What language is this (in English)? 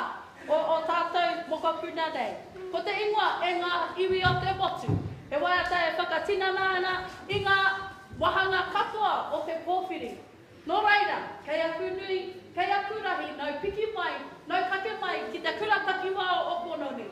Māori